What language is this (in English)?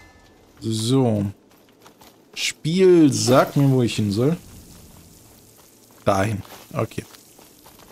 German